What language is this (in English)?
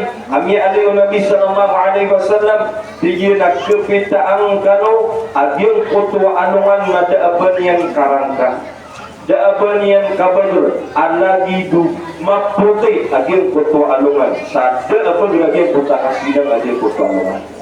Maranao